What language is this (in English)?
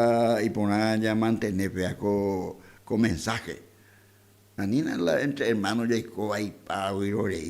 Guarani